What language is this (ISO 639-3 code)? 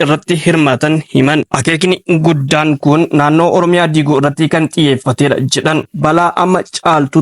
orm